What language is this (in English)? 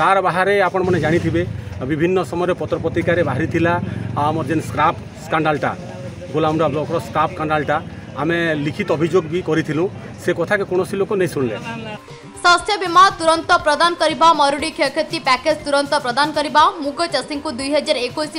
Odia